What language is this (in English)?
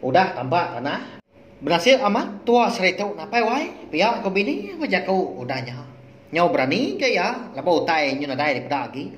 Iban